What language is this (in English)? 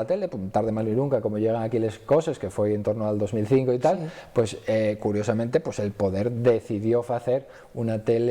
Asturian